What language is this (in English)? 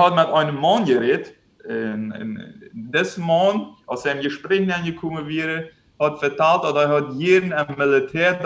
Plautdietsch